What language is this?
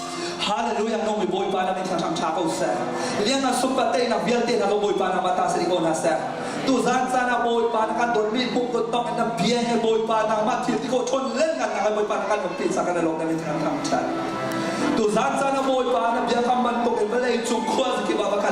Hakha Chin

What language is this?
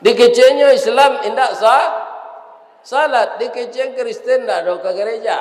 Minangkabau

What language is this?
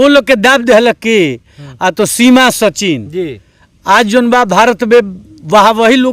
Bhojpuri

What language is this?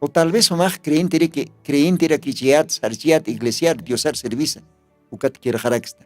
Aymara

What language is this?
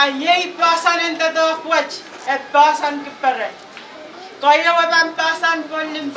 Pohnpeian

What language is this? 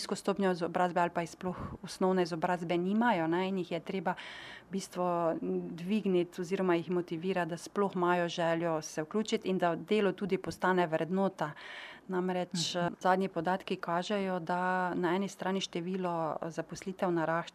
Slovenian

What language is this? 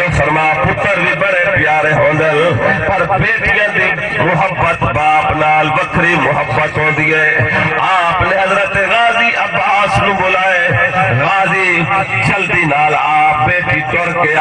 Saraiki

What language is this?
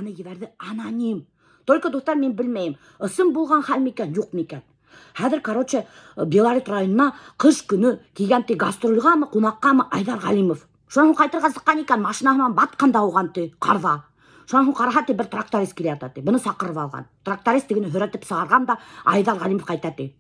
Bashkir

